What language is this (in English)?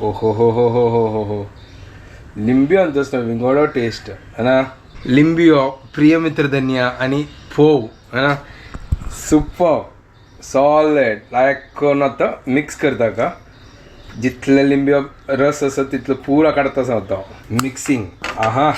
Konkani